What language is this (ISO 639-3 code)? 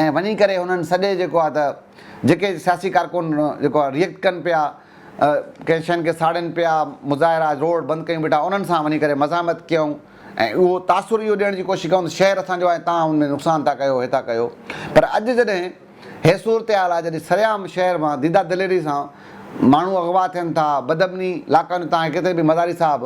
snd